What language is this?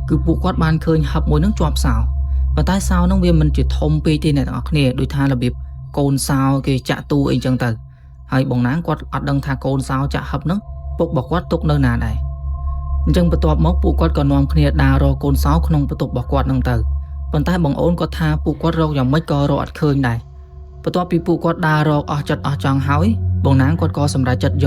Khmer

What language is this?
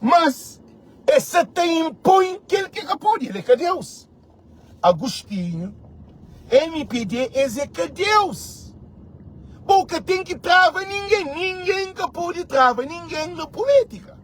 Kabuverdianu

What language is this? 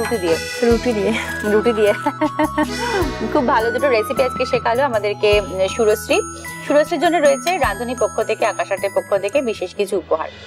Bangla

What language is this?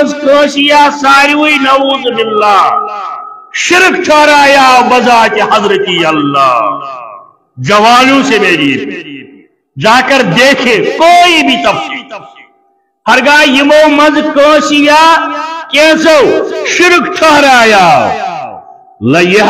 Kashmiri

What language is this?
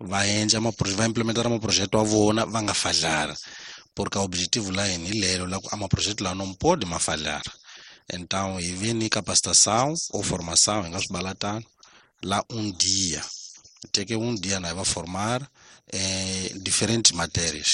Tsonga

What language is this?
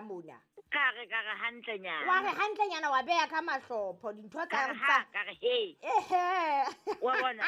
Southern Sotho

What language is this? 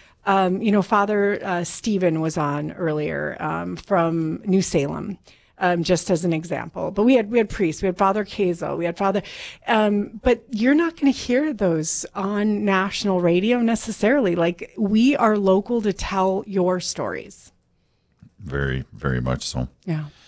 English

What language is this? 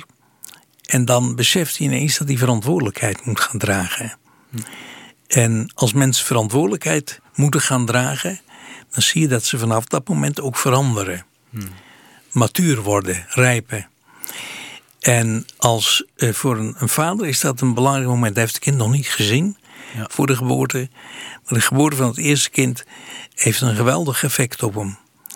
Dutch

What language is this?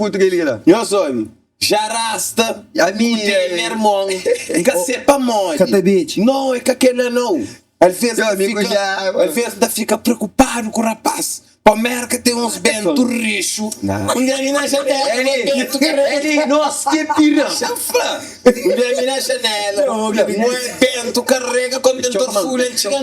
Kabuverdianu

